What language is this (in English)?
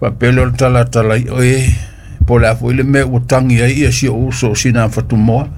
Samoan